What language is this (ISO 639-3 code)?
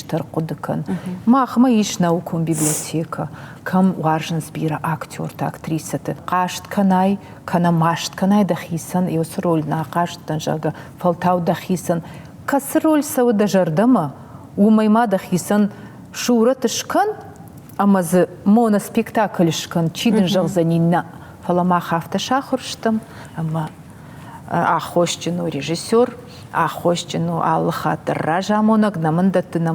oss